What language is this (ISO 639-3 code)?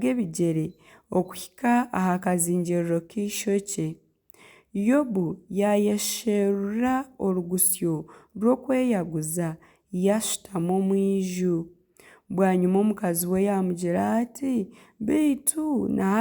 nyn